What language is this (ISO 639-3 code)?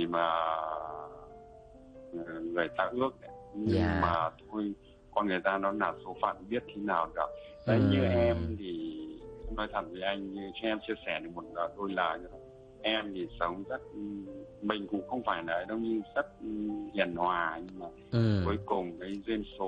vie